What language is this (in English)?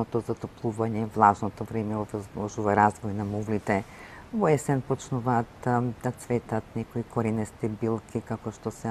Macedonian